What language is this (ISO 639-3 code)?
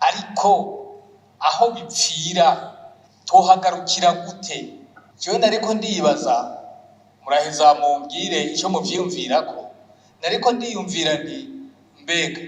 run